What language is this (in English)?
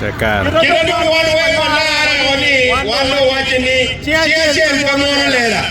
Acoli